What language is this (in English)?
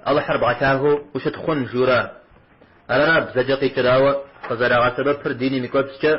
Kabardian